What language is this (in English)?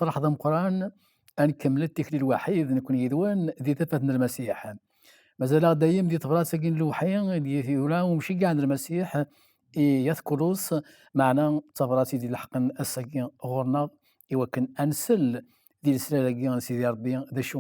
Kabyle